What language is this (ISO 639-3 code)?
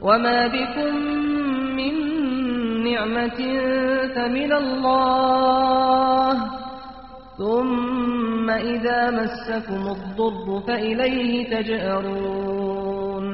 kur